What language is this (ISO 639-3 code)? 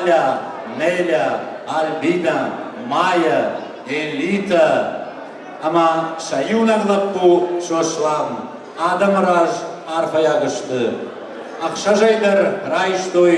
oss